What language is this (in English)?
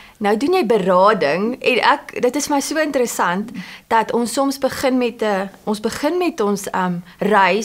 Afrikaans